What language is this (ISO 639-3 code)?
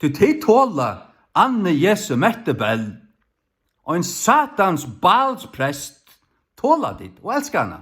fao